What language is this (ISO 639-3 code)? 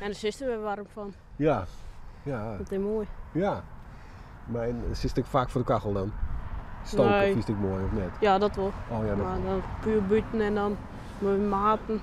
fry